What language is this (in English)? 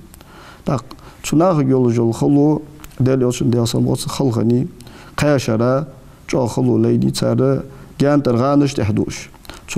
Ingush